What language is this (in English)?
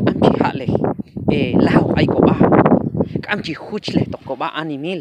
Q'anjob'al